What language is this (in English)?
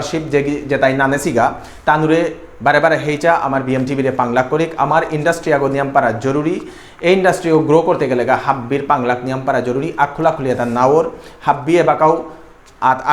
Bishnupriya